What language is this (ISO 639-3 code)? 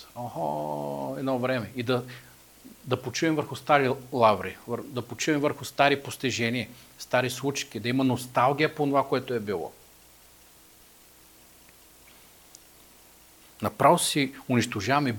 bul